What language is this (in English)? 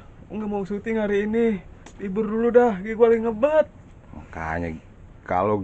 Betawi